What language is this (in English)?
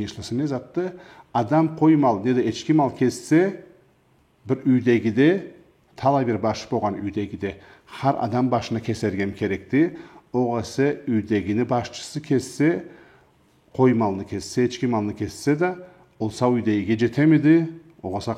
Karachay-Balkar